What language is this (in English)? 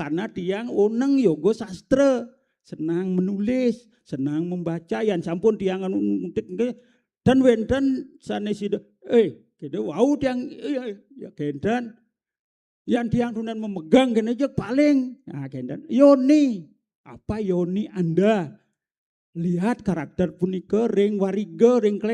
Balinese